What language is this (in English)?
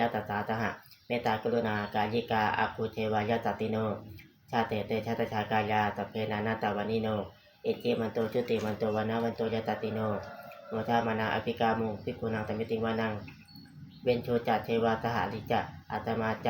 Pali